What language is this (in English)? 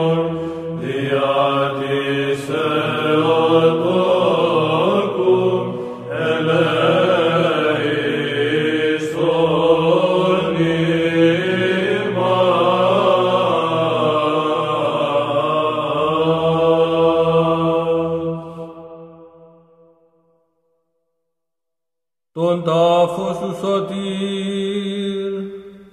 Greek